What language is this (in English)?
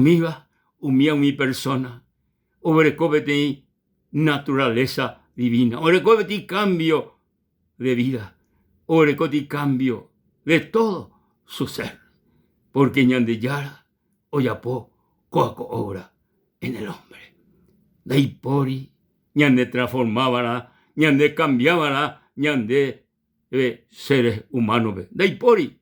Guarani